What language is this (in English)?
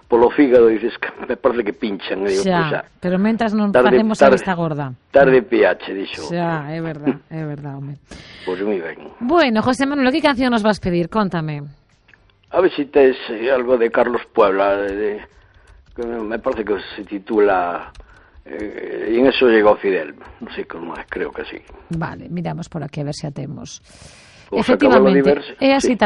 Galician